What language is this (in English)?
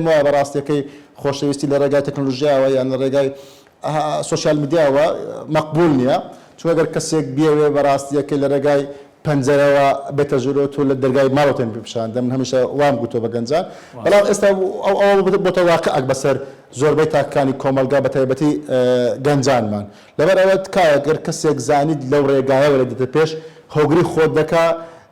Central Kurdish